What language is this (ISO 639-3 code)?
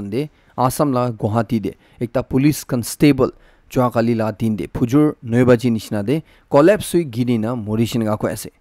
nag